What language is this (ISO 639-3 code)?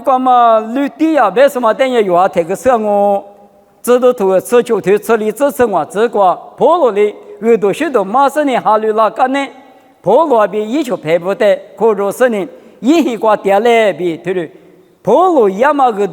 lis